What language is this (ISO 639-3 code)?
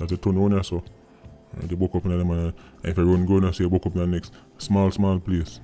jam